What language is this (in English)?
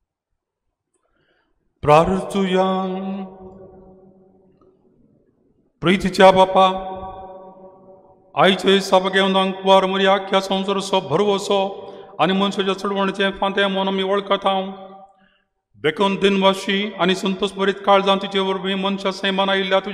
Konkani